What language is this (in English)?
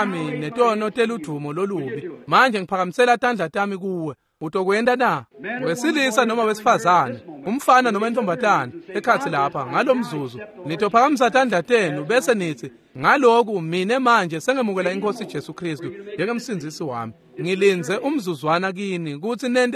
Swati